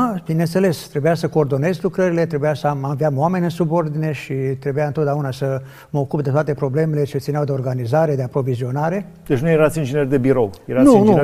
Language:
Romanian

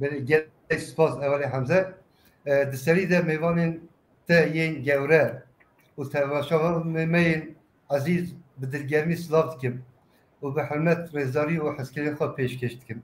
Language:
Kurdish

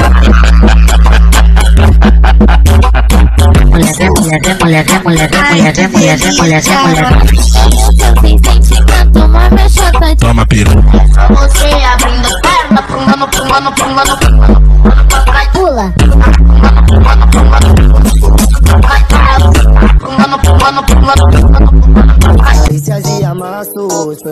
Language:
Portuguese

